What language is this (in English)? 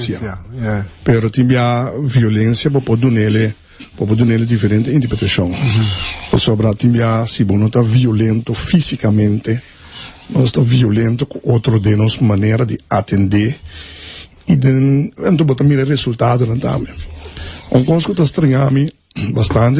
Papiamento